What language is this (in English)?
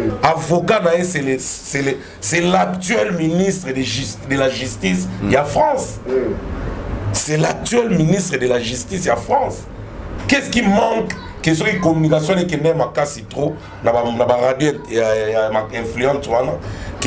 Lingala